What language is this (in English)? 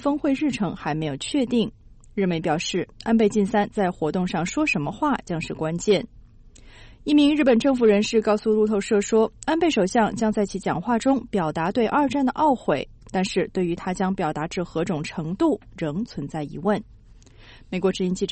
Chinese